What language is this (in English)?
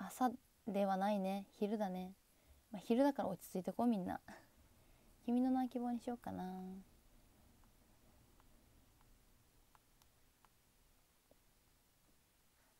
Japanese